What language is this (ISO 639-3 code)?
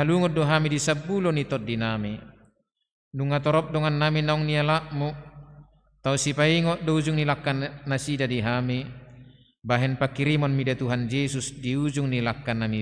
bbc